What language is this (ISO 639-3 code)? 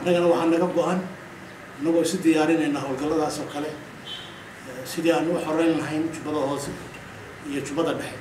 som